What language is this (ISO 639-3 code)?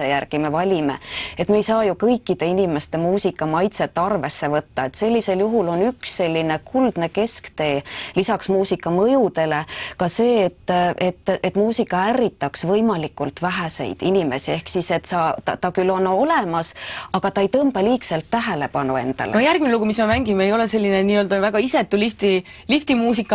est